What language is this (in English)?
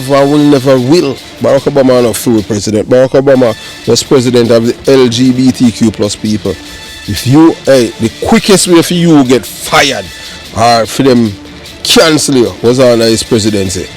Jamaican Creole English